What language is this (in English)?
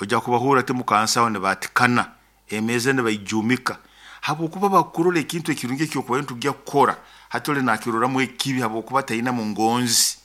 Nyoro